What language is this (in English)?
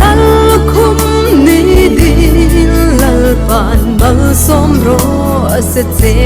Hmar